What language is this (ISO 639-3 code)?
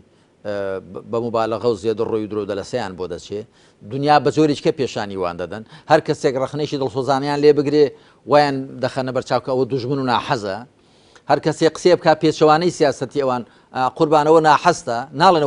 ckb